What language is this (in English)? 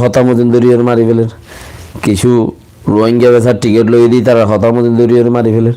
Rohingya